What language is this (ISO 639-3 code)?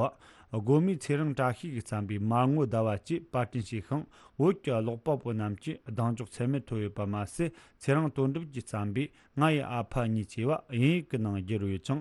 bod